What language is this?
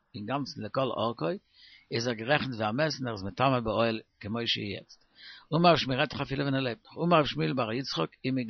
Yiddish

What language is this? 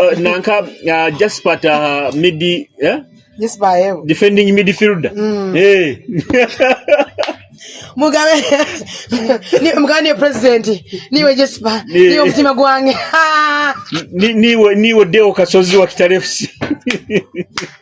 Nyoro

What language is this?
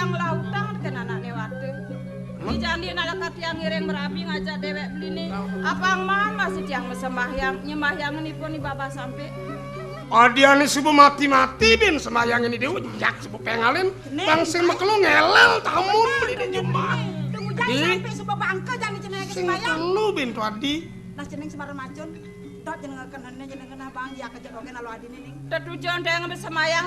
Balinese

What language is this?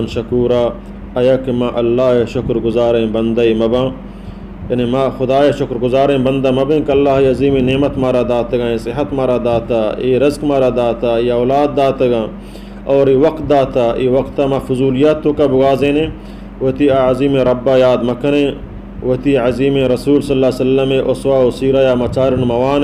Baluchi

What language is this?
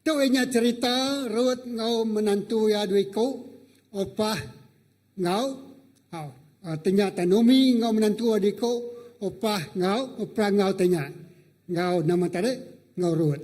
Iban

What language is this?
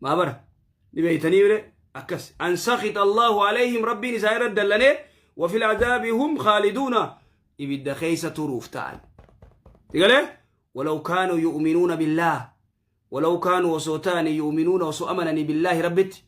Oromo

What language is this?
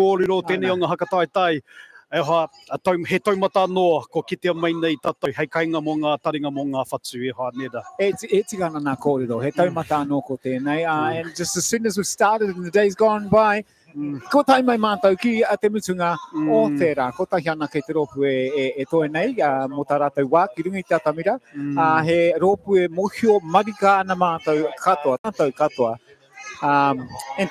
Māori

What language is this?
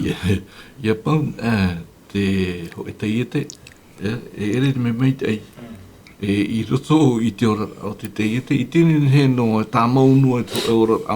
Tahitian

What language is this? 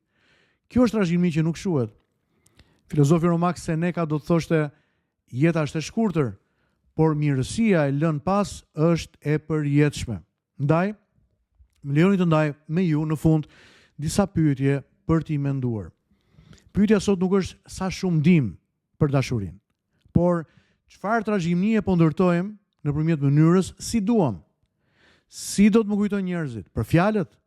Albanian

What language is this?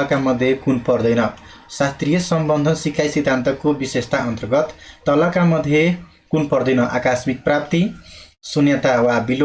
Nepali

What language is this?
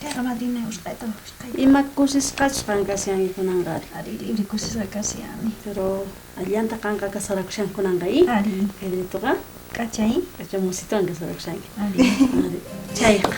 South Bolivian Quechua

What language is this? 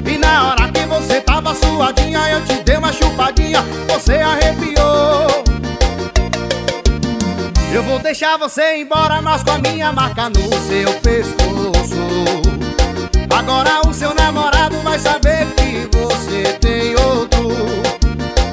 Portuguese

